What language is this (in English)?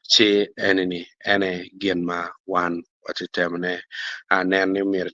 Acoli